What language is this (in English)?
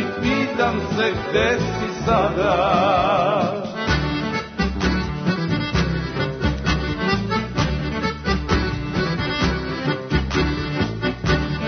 Serbian